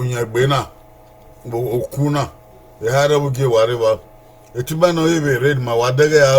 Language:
Bini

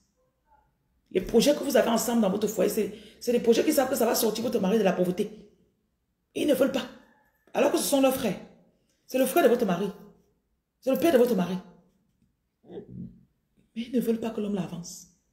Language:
French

